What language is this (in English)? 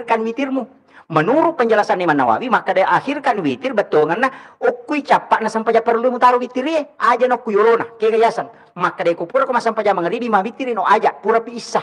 Buginese